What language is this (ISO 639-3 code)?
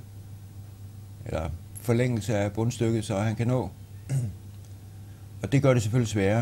dan